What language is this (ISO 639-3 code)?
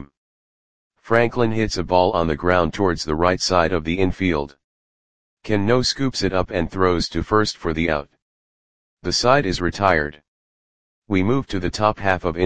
eng